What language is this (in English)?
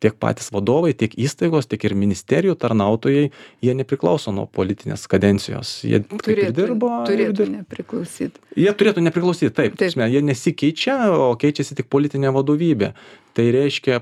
Lithuanian